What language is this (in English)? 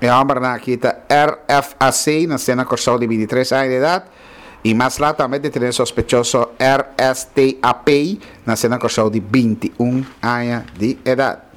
Papiamento